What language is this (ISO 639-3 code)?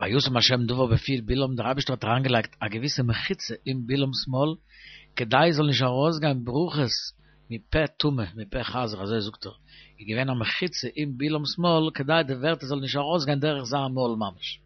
yid